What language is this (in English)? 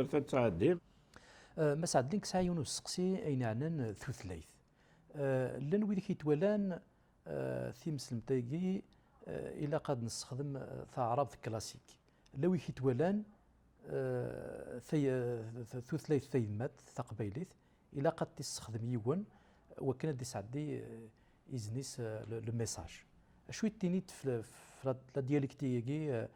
Kabyle